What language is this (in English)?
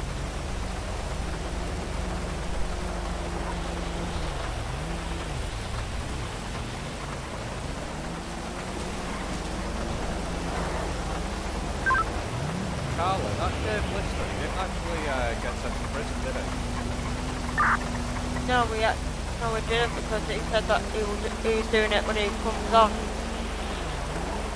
English